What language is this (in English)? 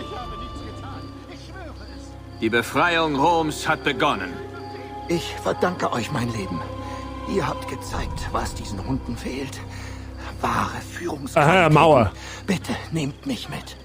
Bavarian